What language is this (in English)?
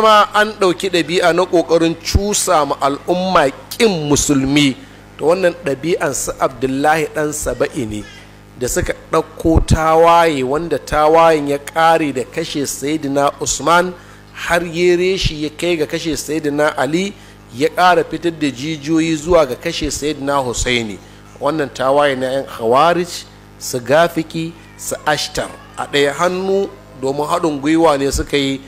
Hausa